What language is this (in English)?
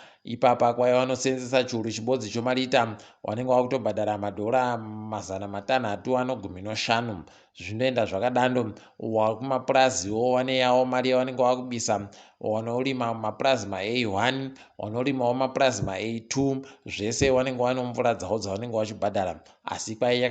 Ndau